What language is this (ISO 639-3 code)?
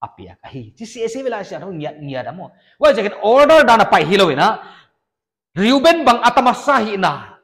pck